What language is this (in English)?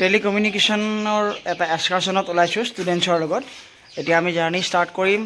Assamese